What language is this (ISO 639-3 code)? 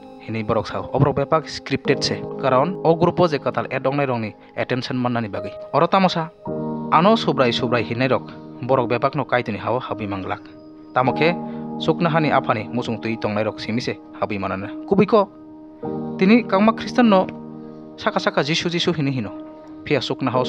trp